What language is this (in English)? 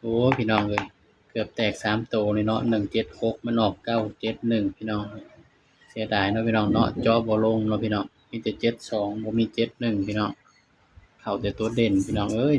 Northeastern Thai